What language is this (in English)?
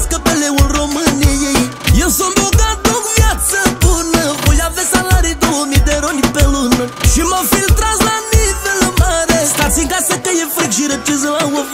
Romanian